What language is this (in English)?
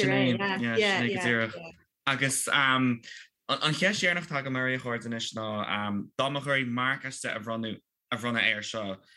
Irish